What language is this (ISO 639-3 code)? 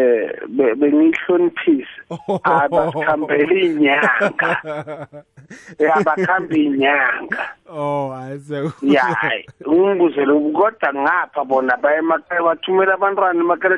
nbl